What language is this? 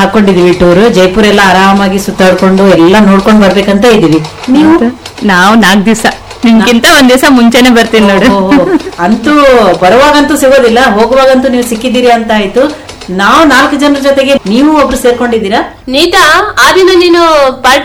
Kannada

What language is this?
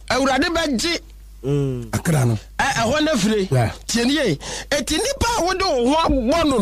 Akan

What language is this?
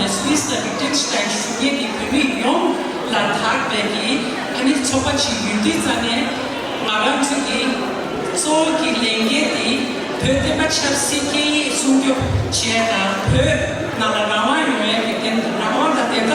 Tibetan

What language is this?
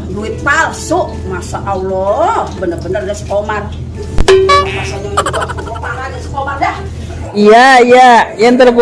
Betawi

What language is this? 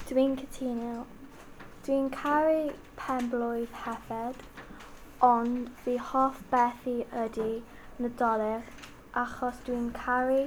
Welsh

